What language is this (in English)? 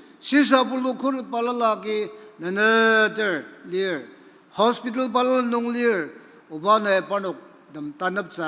Ao Naga